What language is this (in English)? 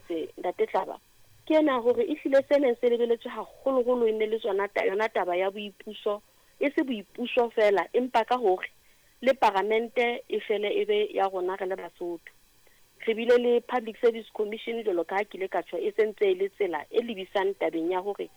Southern Sotho